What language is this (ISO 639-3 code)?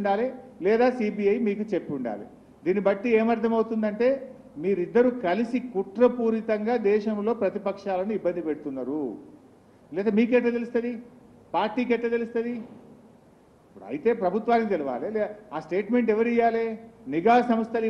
tel